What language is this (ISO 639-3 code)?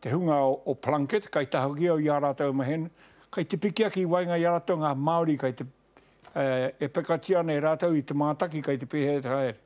mri